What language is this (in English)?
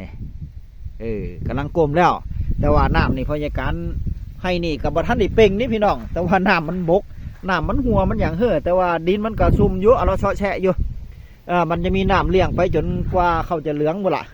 Northeastern Thai